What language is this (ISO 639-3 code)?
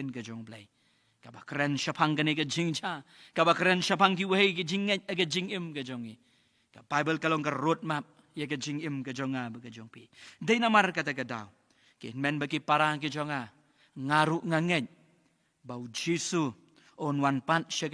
kha